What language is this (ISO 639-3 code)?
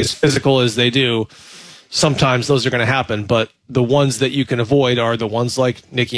eng